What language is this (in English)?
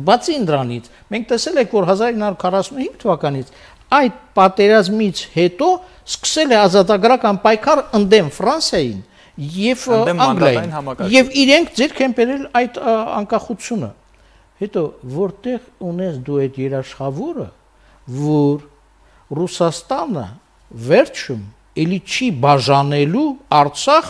Armenian